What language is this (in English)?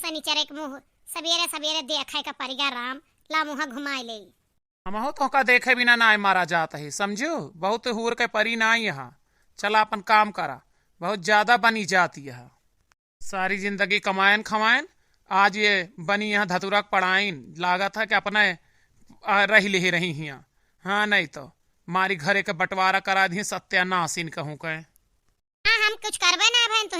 Awadhi